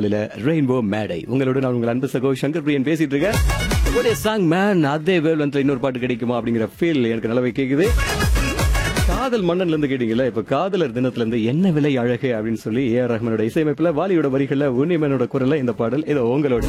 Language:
Tamil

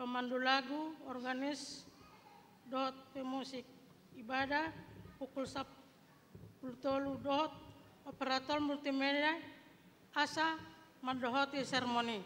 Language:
Batak Toba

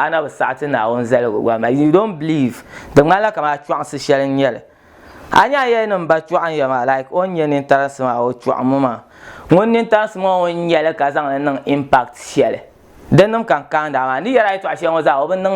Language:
Dagbani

